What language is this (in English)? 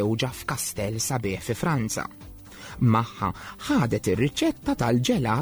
Maltese